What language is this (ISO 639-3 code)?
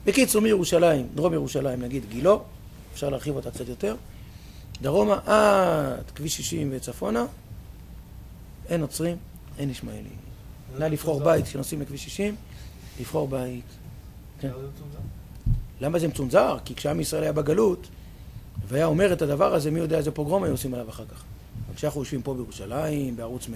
heb